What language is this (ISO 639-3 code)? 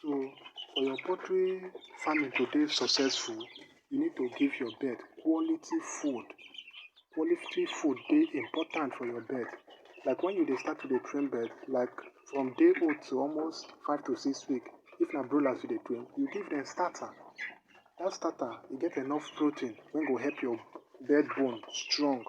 pcm